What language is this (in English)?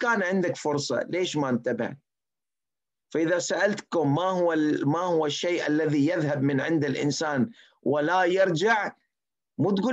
Mesopotamian Arabic